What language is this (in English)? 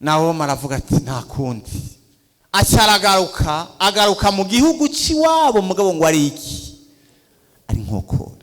Rundi